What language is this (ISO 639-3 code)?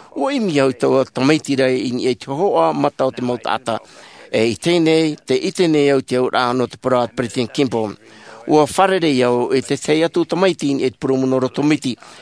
tah